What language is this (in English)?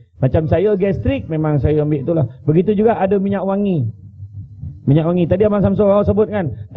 Malay